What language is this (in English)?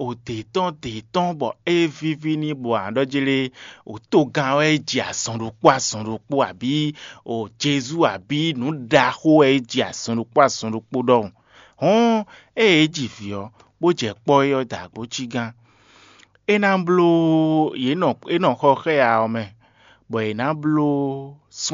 Fon